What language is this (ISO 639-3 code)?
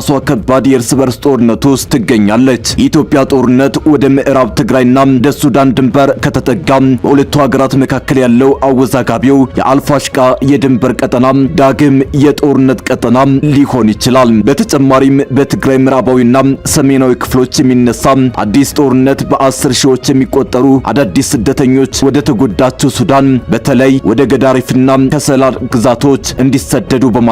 amh